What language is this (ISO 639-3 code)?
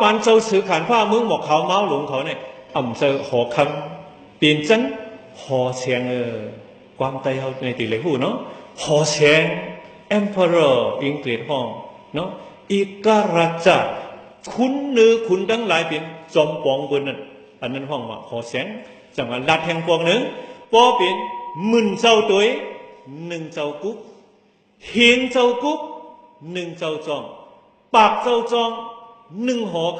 shn